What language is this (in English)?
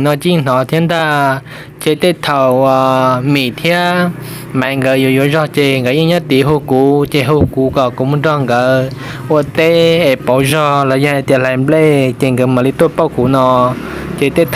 Hmong